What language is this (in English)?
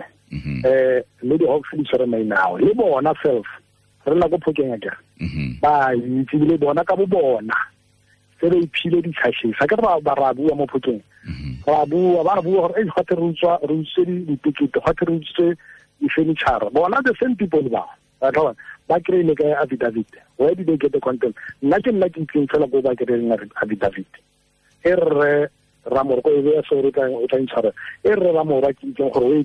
Tswana